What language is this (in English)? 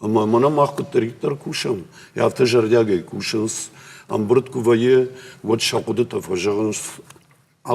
Ossetic